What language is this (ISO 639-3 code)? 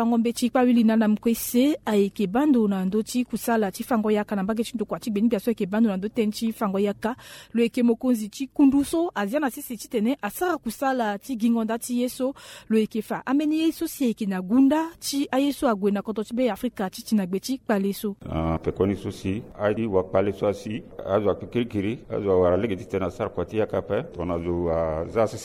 sag